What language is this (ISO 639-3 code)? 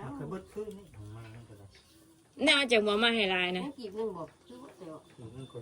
tts